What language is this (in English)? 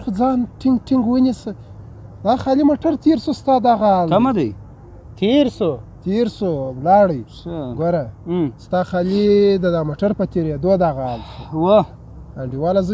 Pashto